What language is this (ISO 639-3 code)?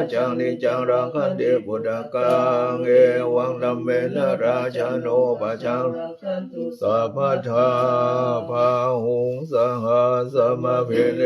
pli